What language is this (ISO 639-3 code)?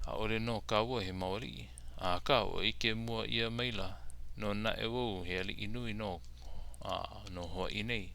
haw